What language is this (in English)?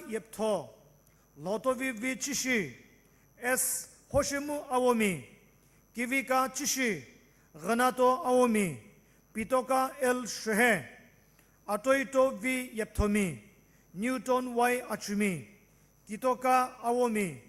Sumi Naga